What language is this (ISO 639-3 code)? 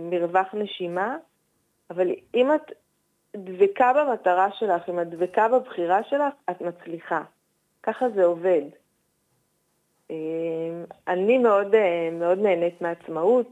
heb